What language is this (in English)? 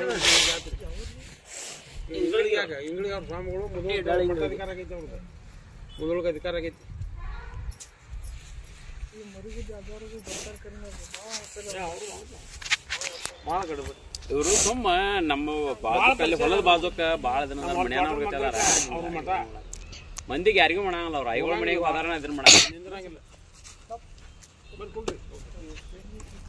Kannada